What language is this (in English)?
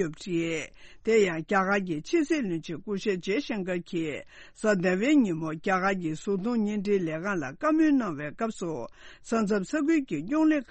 Tibetan